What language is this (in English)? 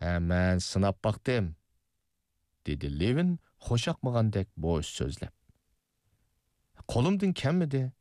Uyghur